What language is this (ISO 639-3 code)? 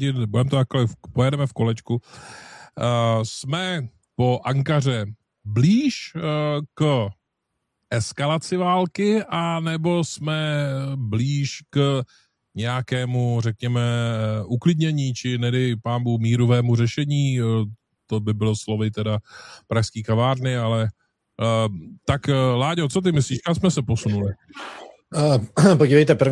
ces